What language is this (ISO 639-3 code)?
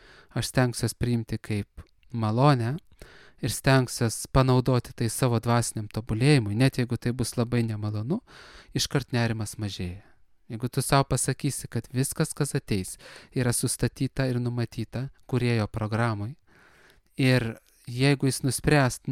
lit